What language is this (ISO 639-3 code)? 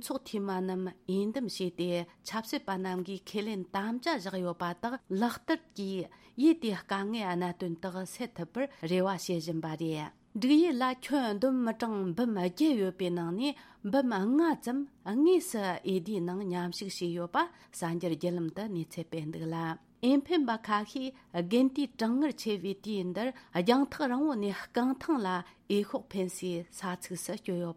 bod